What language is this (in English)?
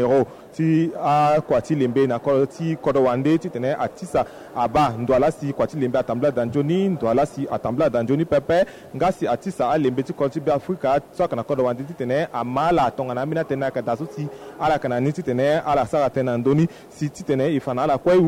Sango